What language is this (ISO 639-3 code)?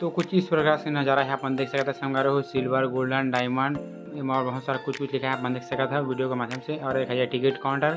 hne